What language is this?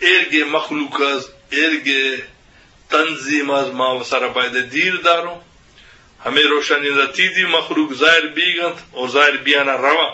Eastern Balochi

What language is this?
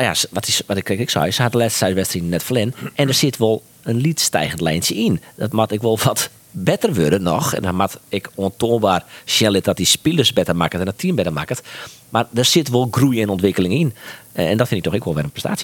Western Frisian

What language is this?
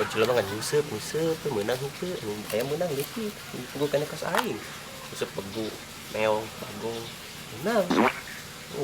Sundanese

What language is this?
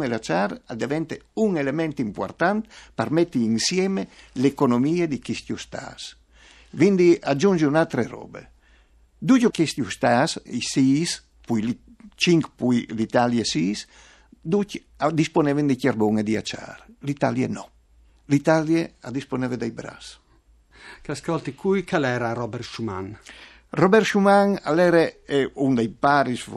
Friulian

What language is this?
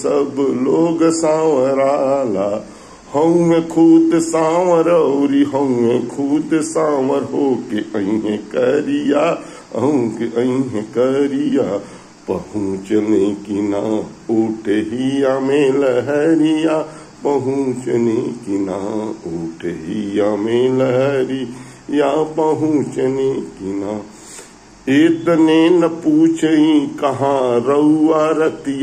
Bhojpuri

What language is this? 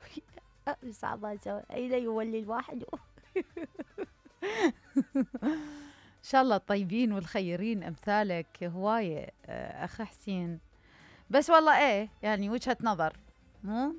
Mesopotamian Arabic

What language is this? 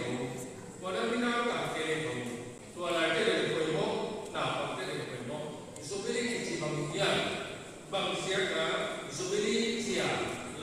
Paite Chin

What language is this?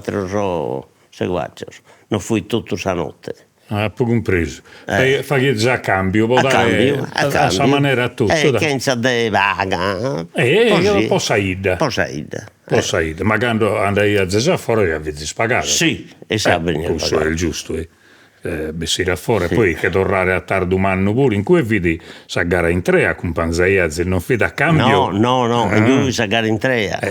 Sardinian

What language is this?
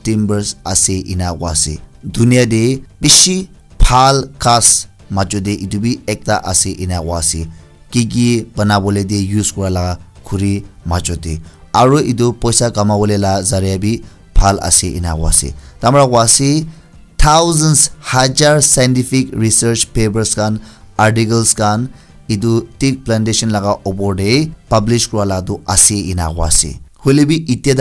Naga Pidgin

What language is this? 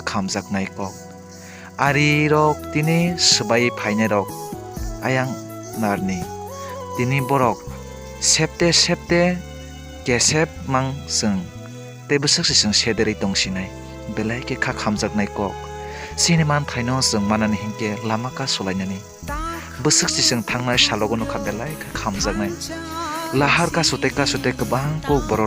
Kok Borok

